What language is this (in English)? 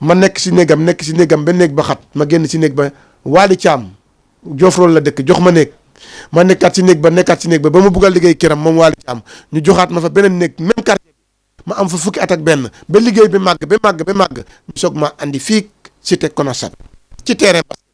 Wolof